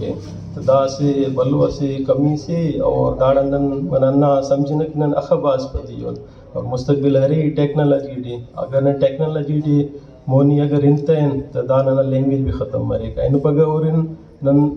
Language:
Brahui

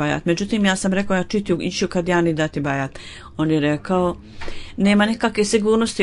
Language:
Bosnian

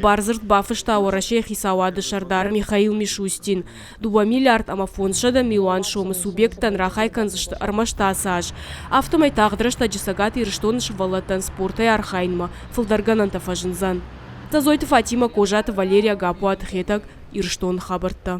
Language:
Ossetic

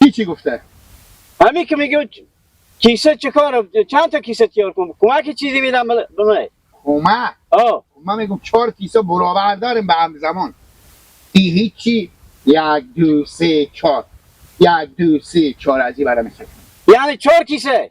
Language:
Hazaragi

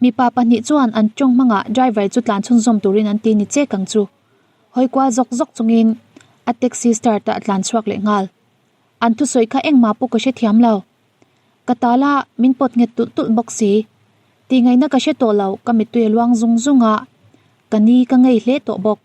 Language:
Mizo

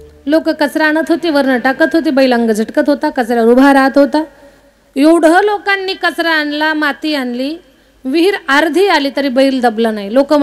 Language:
Marathi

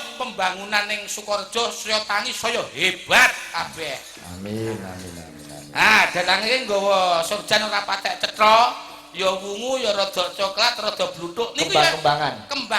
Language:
Javanese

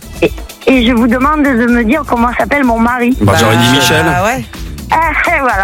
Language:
French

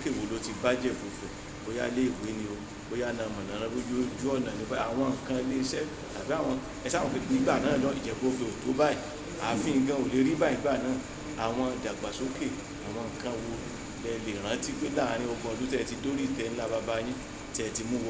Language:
Yoruba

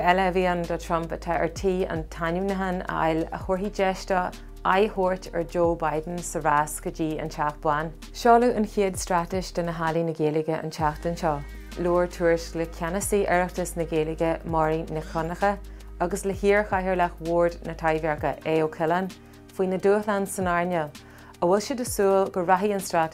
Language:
Irish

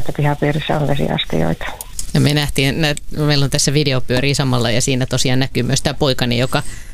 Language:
Finnish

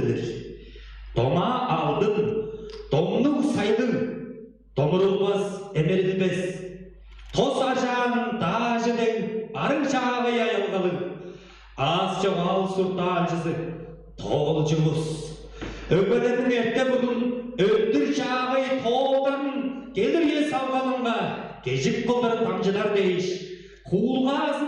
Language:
Tuvinian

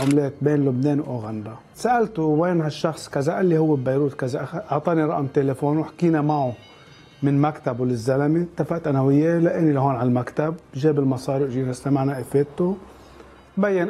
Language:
North Levantine Arabic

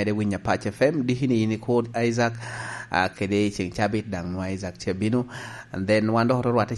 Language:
Lango (Uganda)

